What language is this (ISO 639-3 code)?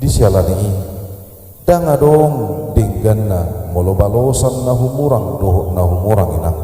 bbc